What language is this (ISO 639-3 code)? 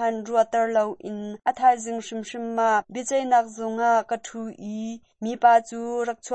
cnh